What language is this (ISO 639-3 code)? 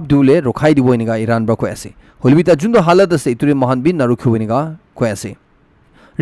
nag